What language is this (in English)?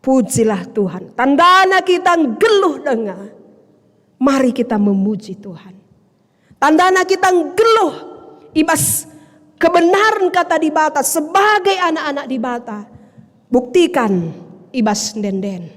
Batak Karo